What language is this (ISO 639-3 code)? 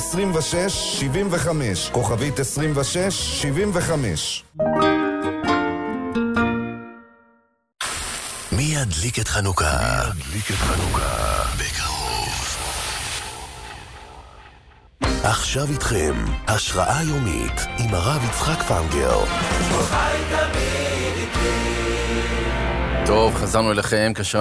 heb